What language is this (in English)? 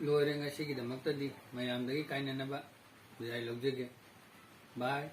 Manipuri